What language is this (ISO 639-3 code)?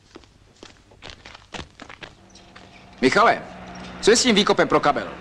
ces